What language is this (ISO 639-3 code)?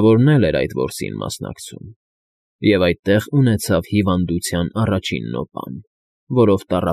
hye